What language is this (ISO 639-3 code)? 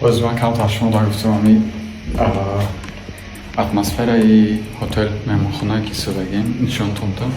tgk